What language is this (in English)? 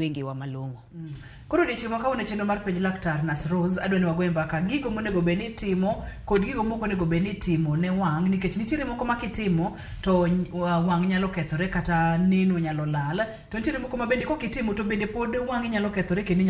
Luo (Kenya and Tanzania)